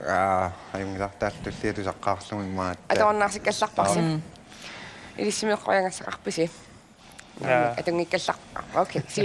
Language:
Kalaallisut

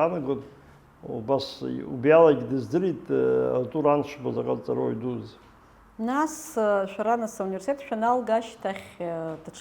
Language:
Abkhazian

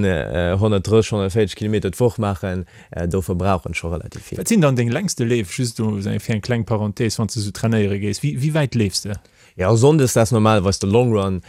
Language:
Luxembourgish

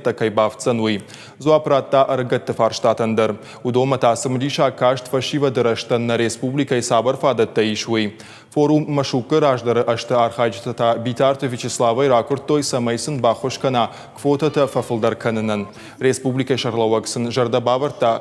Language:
Ossetic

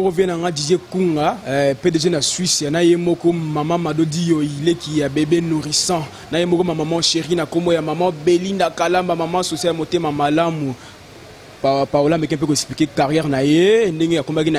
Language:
Lingala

